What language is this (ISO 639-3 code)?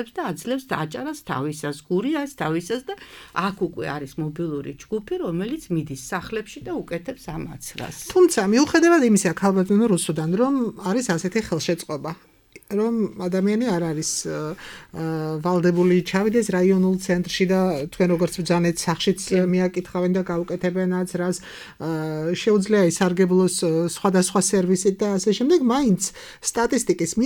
kat